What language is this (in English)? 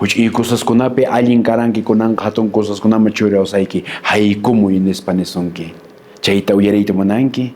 Quechua